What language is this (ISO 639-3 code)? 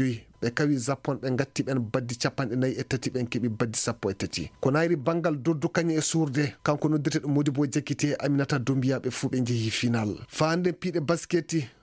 ful